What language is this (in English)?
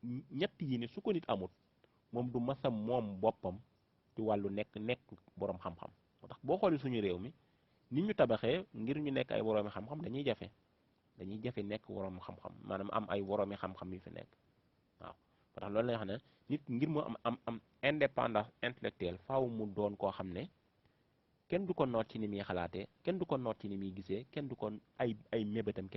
Wolof